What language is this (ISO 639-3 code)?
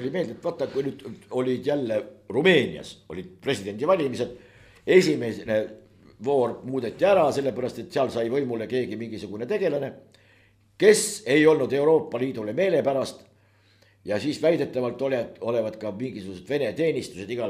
est